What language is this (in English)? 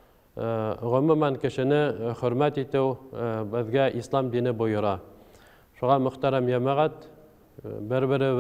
Bashkir